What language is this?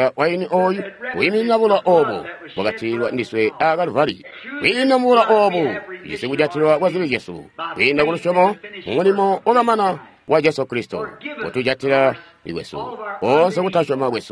Tonga (Zambia)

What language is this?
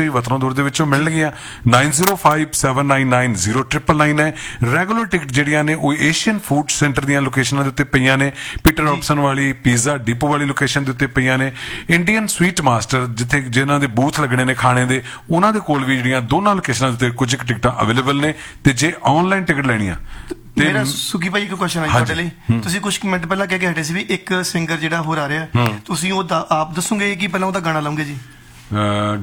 Punjabi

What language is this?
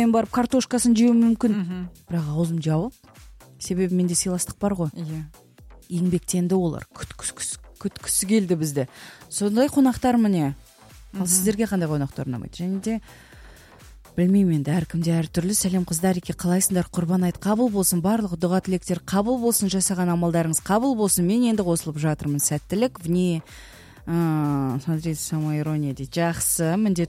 Kazakh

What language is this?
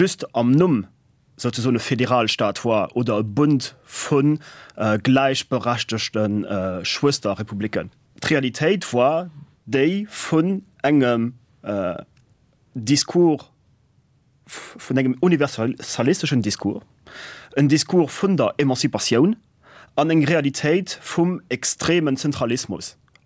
Luxembourgish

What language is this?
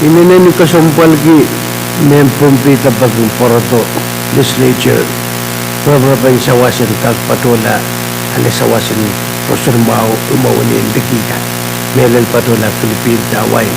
Pohnpeian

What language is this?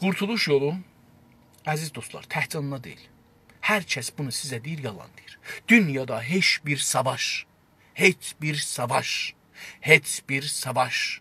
South Azerbaijani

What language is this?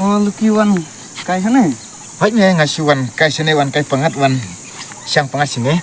Khasi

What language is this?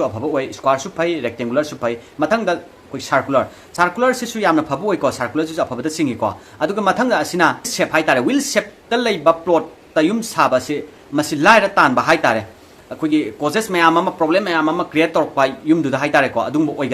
Manipuri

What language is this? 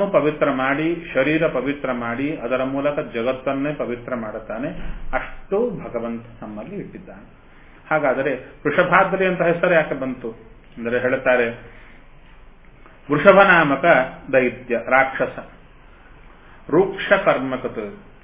Kannada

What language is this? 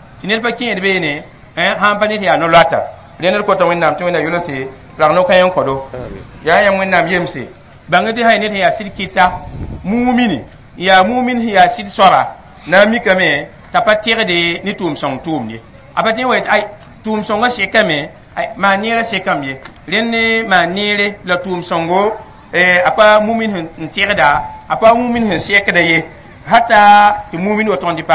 Mossi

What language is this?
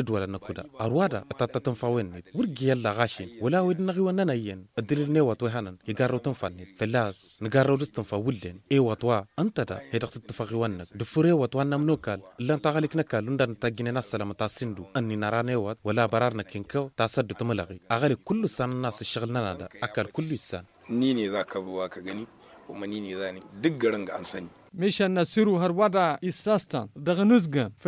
Tamasheq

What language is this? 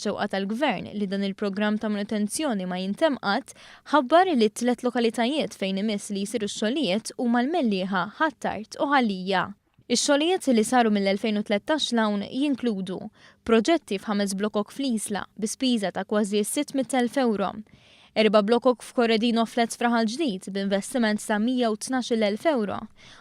Maltese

